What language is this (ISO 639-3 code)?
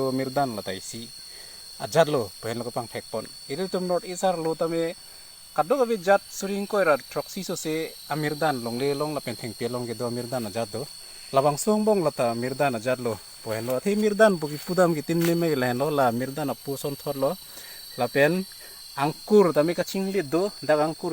mjw